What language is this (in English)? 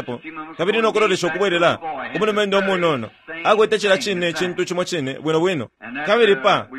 Bemba